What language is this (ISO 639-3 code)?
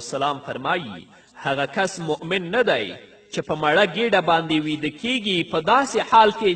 pus